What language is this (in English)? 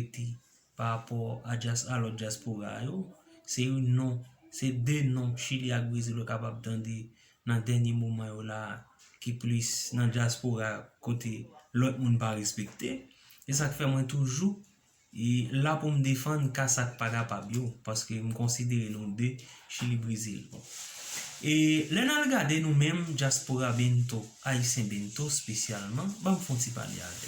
Haitian Creole